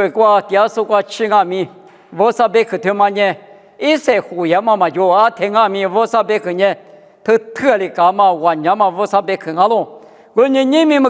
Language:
Lisu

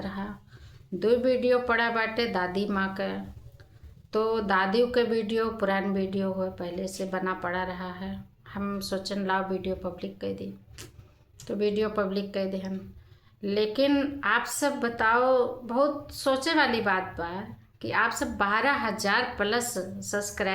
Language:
Awadhi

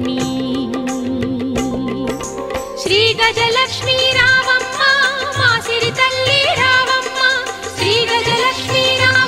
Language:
Telugu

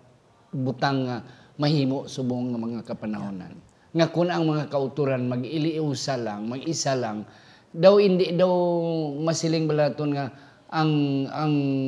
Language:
Hiligaynon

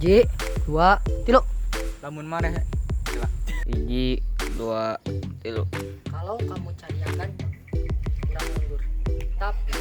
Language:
Sundanese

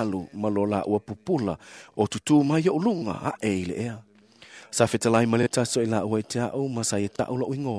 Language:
Samoan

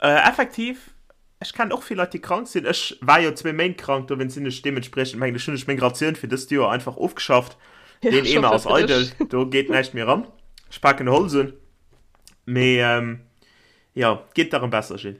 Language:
Luxembourgish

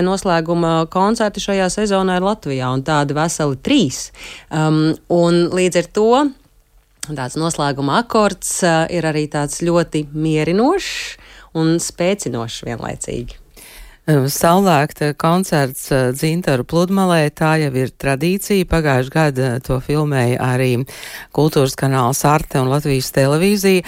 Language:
Latvian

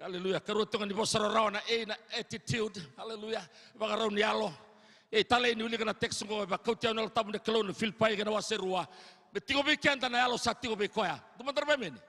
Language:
Fijian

